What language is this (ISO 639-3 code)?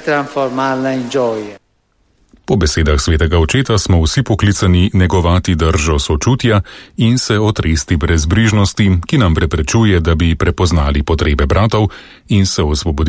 slv